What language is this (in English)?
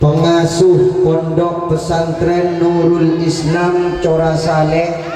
Madurese